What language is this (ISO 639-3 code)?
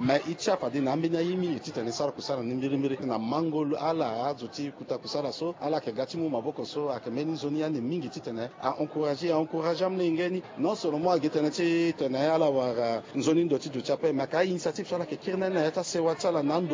sag